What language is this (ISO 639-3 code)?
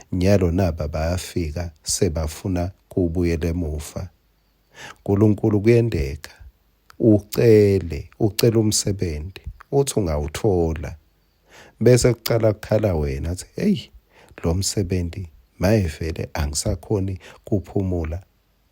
ssw